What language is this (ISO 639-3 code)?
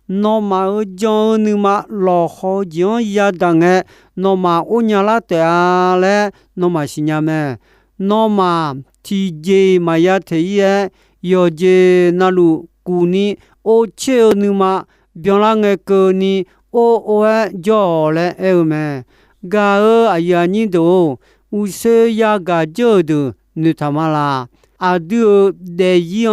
ahk